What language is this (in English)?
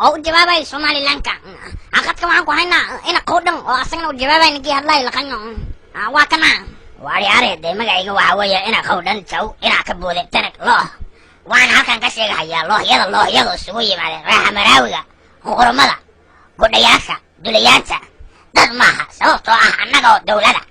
Somali